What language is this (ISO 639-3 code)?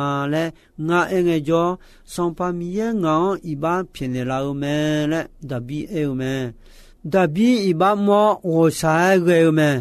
ahk